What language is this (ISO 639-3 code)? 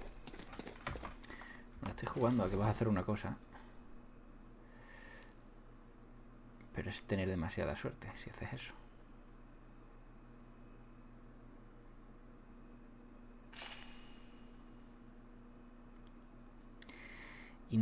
spa